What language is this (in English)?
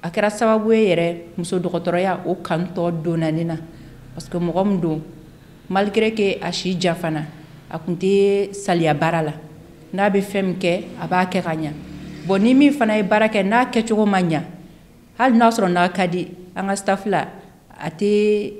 Bambara